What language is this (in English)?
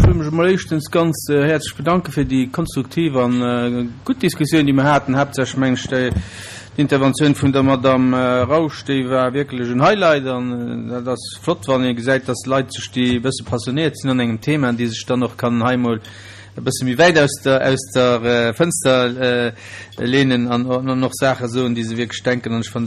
Luxembourgish